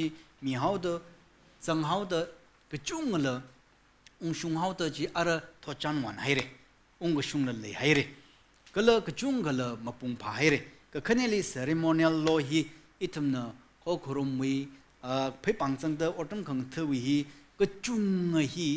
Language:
Tangkhul Naga (India)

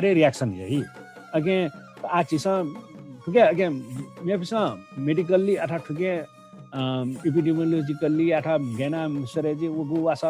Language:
Newari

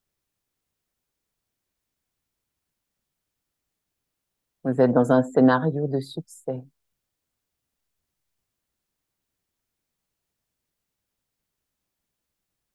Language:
French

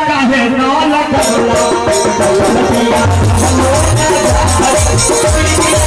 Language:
Maithili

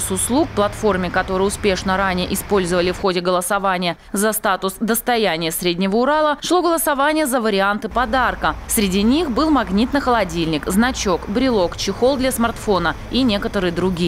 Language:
Russian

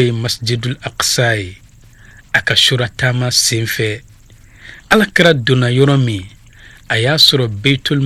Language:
Bambara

